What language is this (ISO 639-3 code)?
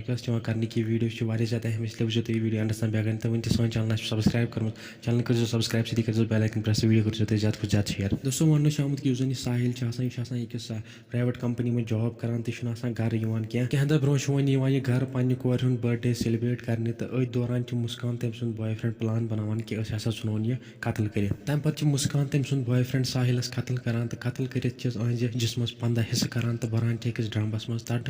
kas